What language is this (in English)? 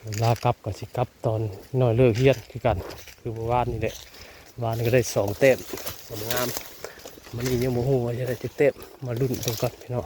Northeastern Thai